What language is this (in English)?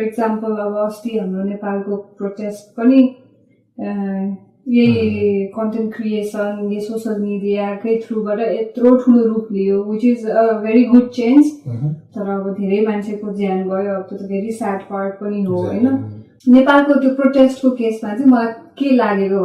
Nepali